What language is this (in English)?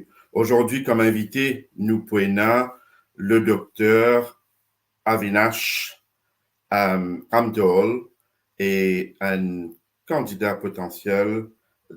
Morisyen